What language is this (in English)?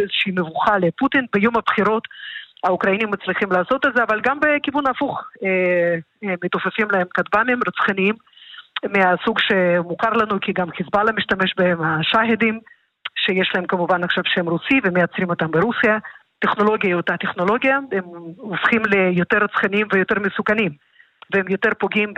Hebrew